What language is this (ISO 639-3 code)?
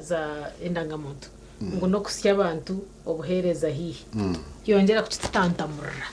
nyn